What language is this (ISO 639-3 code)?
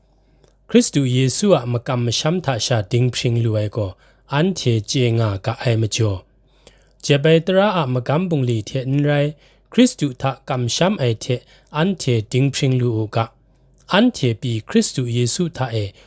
kac